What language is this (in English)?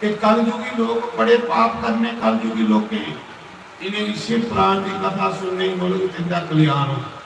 Dogri